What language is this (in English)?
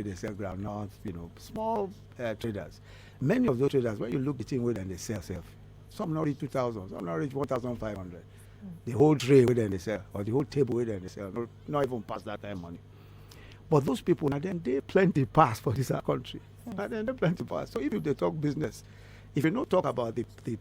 Nigerian Pidgin